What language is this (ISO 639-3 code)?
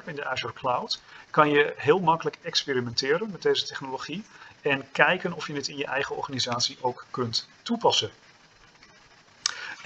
nld